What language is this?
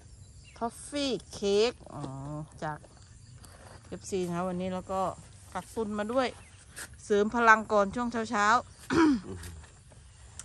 Thai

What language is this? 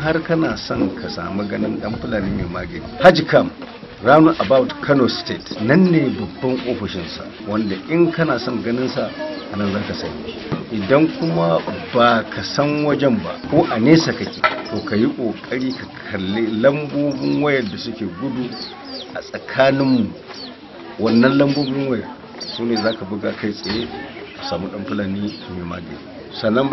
Hausa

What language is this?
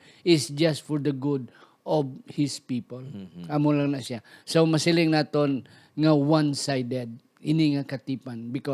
Hiligaynon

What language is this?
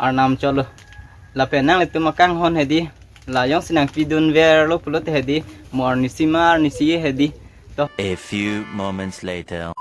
Karbi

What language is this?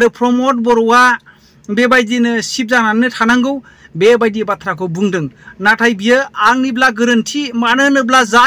Bodo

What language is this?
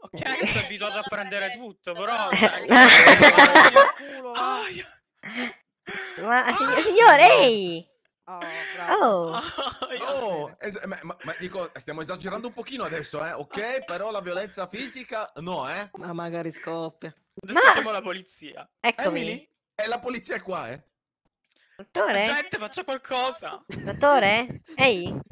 Italian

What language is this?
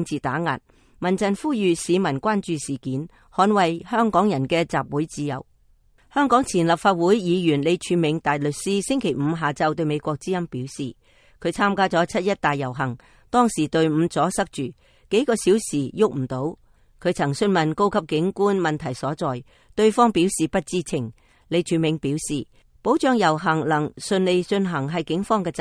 Cantonese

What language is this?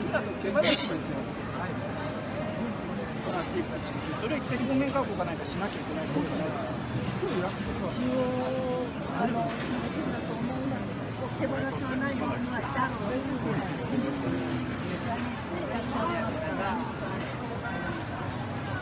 Japanese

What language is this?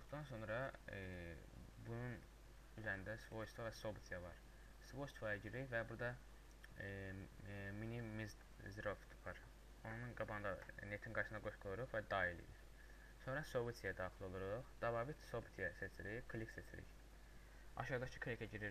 Azerbaijani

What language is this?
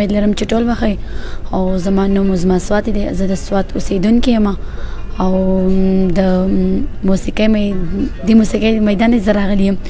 Pashto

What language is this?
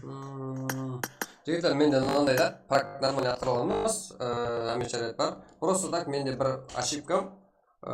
Kara-Kalpak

